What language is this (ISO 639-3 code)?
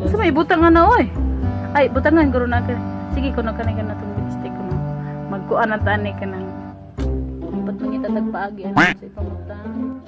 ceb